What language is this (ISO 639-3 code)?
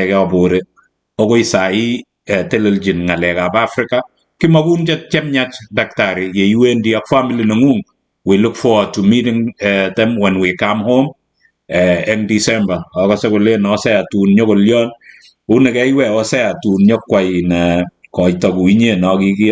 kln